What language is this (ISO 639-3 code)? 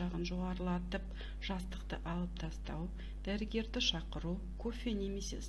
kaz